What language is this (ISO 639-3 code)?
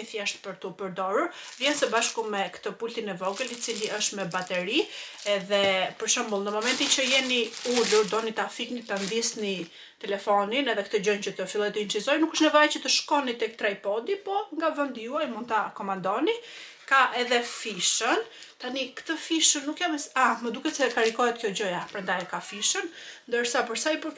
sqi